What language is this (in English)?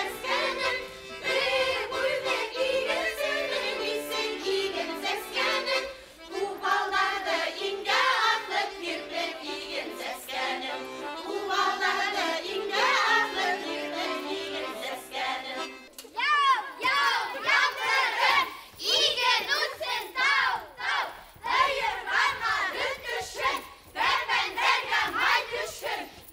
Bashkir